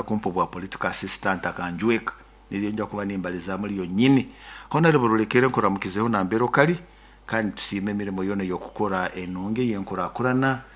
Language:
Nyoro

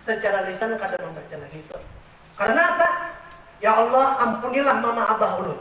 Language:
Banjar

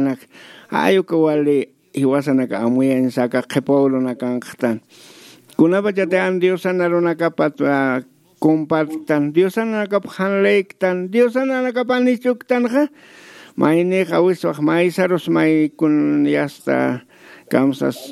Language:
Aymara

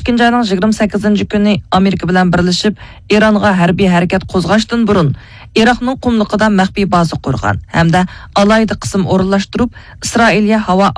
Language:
Uyghur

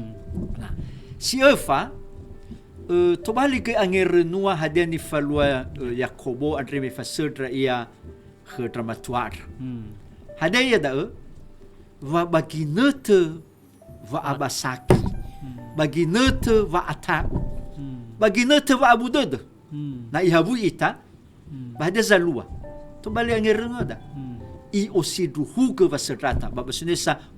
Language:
Nias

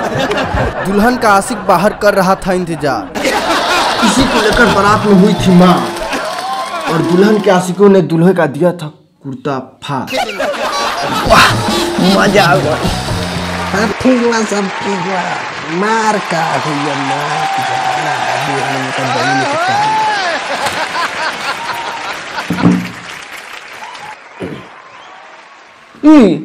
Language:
Bhojpuri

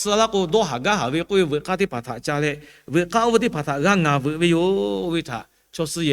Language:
Lahu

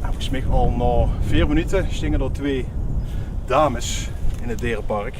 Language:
Limburgish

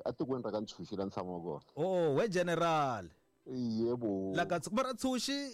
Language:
Tsonga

